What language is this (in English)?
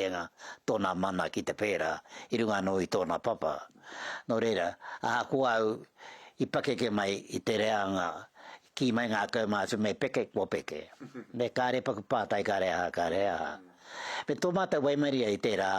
Māori